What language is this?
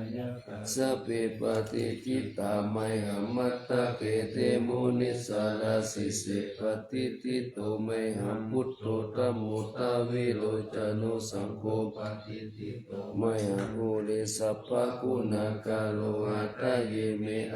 Pali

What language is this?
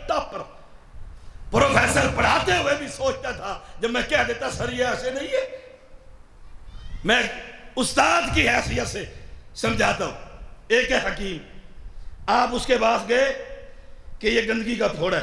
Urdu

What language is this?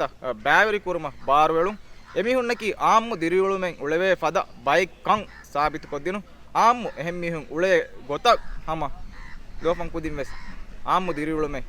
Divehi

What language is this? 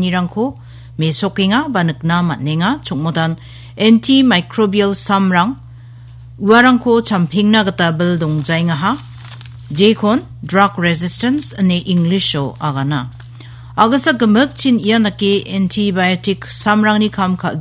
Garo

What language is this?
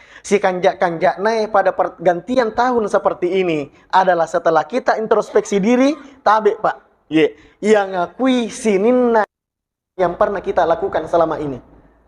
Buginese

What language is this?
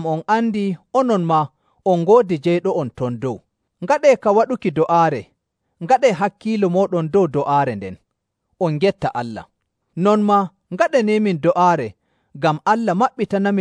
Nigerian Fulfulde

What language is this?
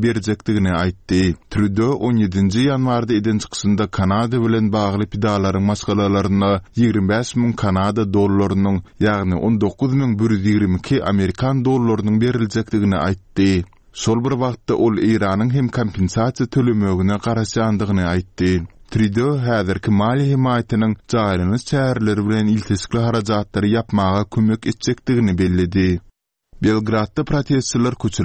Turkmen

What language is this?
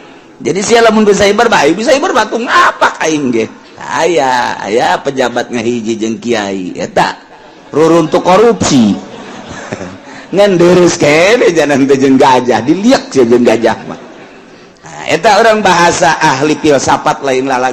Sundanese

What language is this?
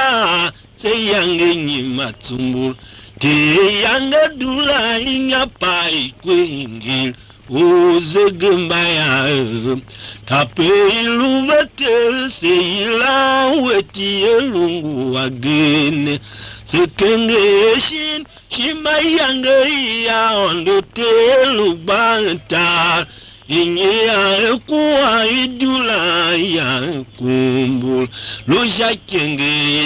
Tiv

